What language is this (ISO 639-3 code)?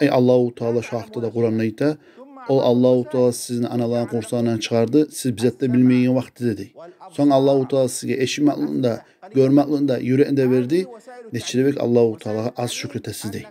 kum